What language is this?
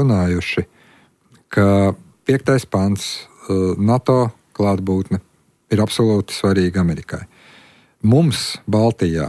Latvian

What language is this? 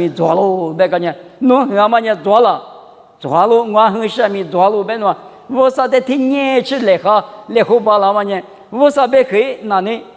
Lisu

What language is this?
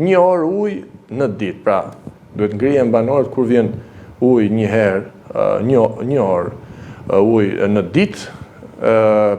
Albanian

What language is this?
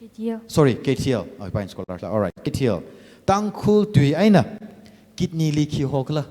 Tangkhul Naga (India)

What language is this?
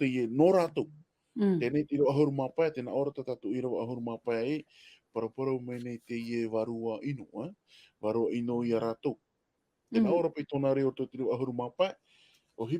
Tahitian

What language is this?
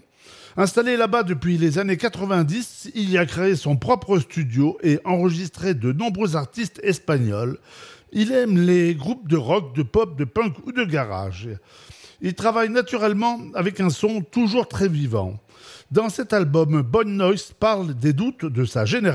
French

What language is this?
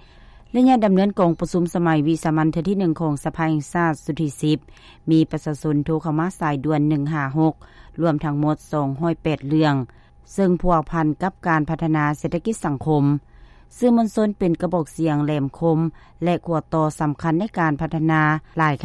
Lao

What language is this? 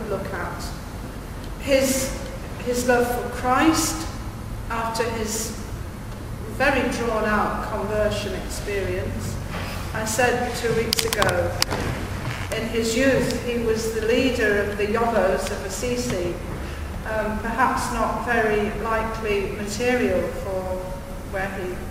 English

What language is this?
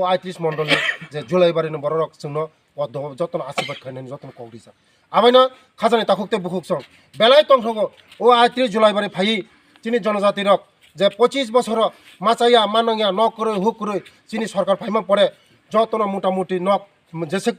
Kok Borok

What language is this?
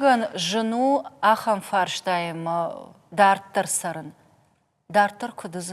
Ossetic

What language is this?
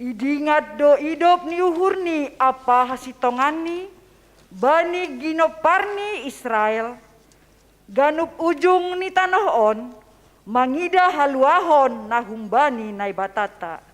Batak Simalungun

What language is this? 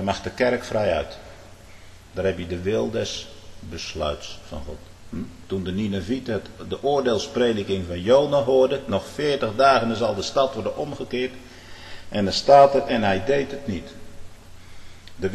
Dutch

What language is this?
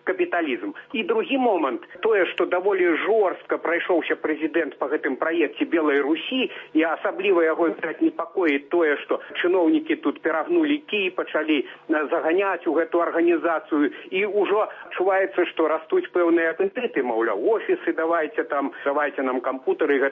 Belarusian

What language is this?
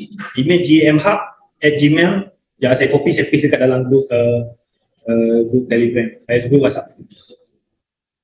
Malay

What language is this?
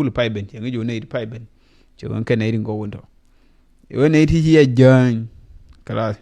Nuer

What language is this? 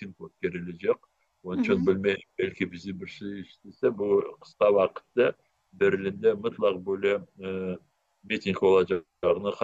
Crimean Tatar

